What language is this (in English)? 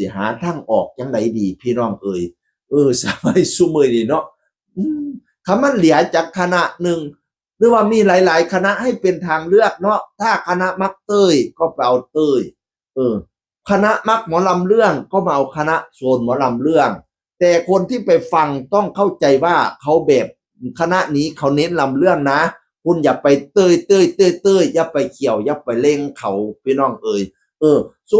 Northeastern Thai